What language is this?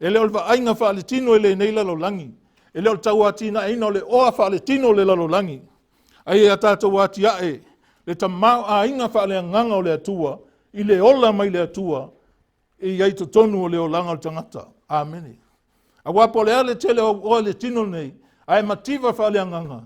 Samoan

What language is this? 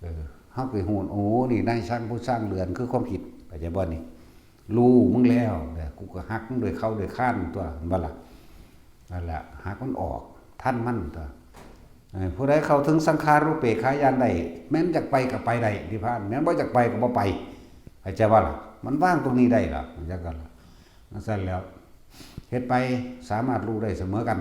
Northeastern Thai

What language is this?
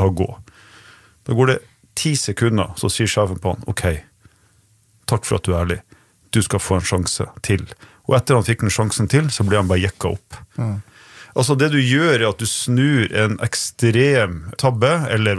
Norwegian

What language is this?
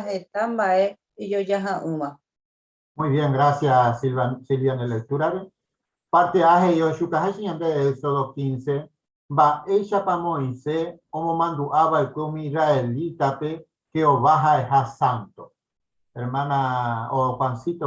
Guarani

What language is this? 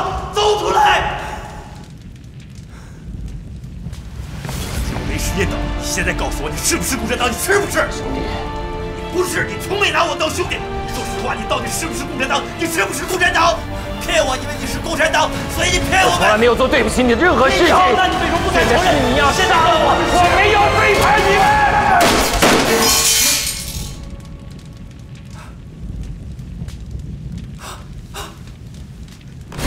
Chinese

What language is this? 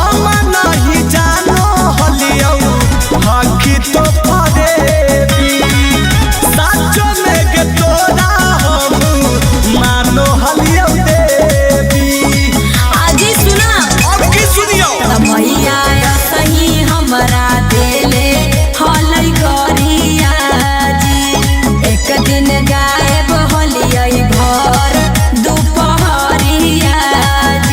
Magahi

